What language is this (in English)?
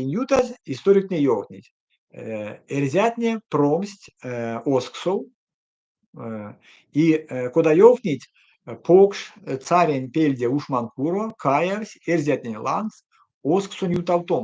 Erzya